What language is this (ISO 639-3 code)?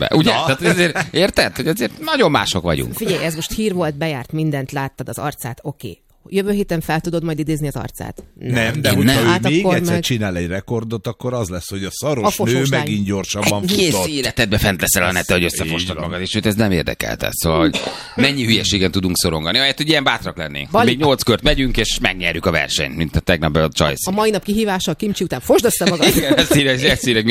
hun